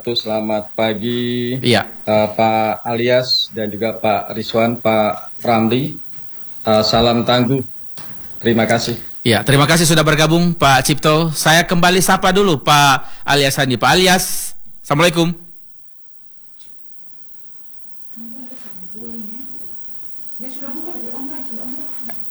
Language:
Indonesian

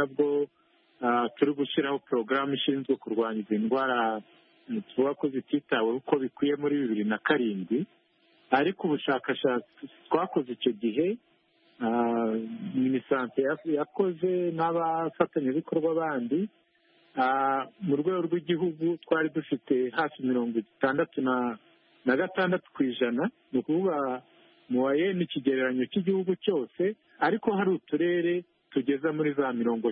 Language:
Kinyarwanda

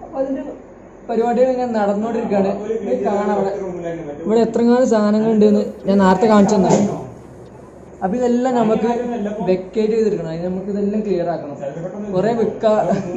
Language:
Malayalam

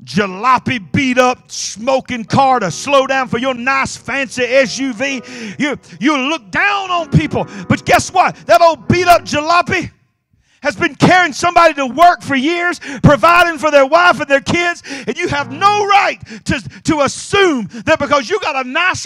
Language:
English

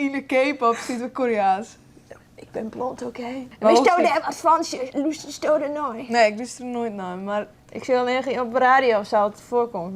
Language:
Western Frisian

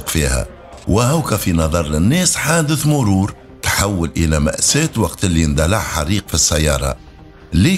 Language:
Tunisian Arabic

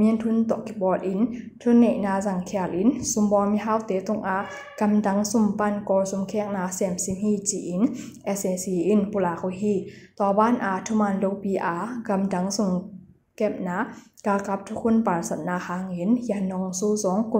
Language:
Tedim Chin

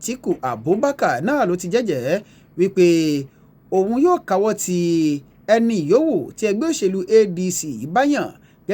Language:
Yoruba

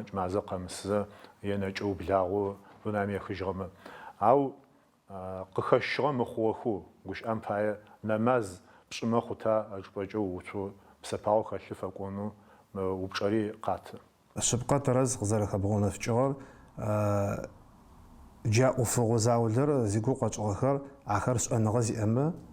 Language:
Adyghe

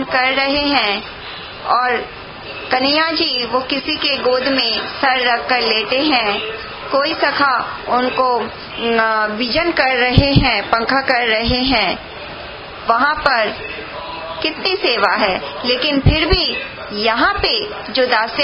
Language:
Hindi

